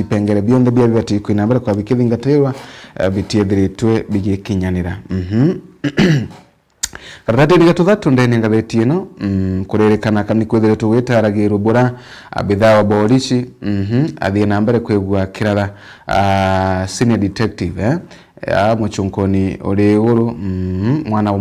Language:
Meru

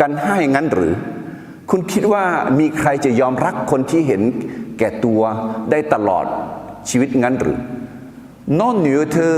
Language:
Akha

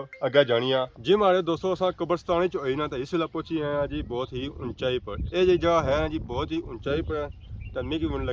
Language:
Pahari-Potwari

